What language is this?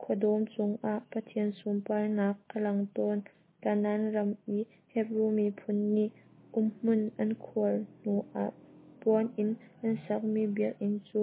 Hakha Chin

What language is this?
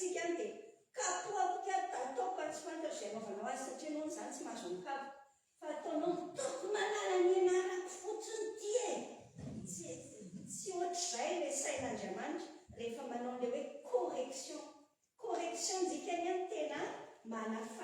Malagasy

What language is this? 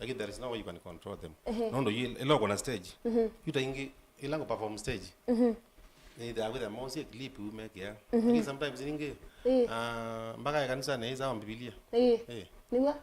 Kamba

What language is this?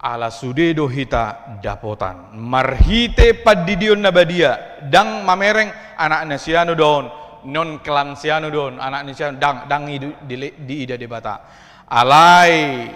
Batak Toba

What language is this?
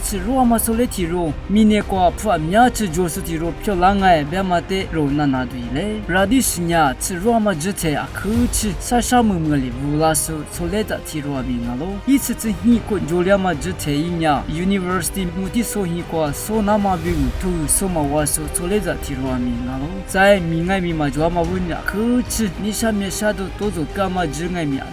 Lisu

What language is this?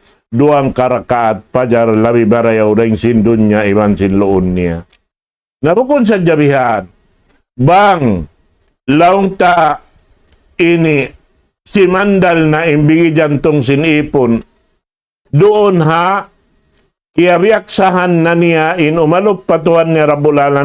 Tausug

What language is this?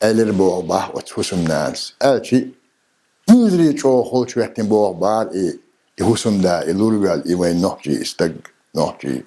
Chechen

